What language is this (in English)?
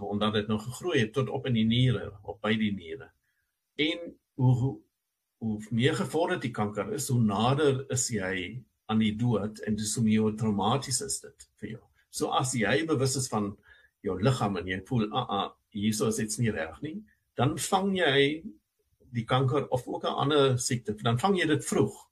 Afrikaans